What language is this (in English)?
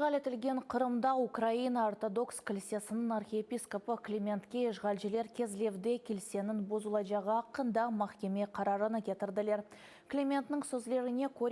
Crimean Tatar